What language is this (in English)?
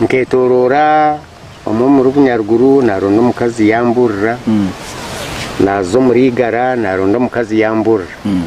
Nyankole